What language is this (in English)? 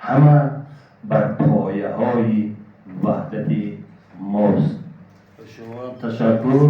Tajik